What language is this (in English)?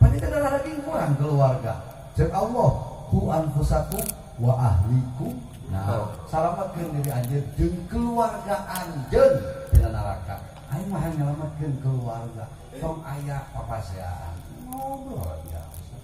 Sundanese